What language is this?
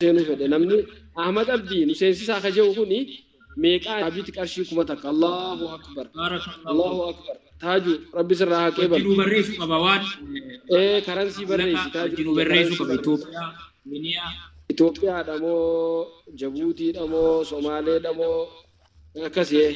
Oromo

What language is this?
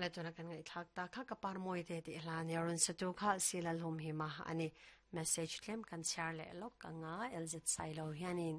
Mizo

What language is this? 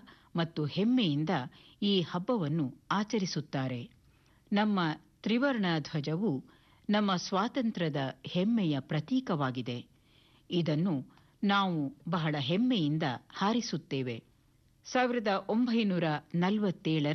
Kannada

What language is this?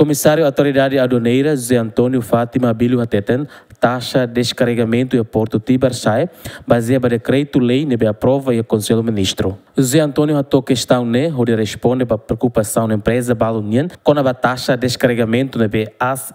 Tetum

